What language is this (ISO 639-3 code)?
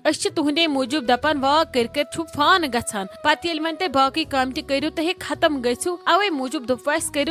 kas